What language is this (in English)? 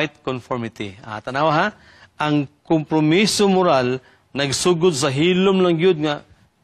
Cebuano